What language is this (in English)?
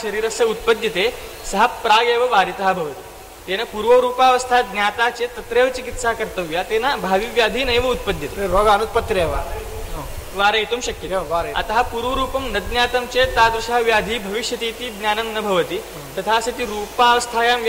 Sanskrit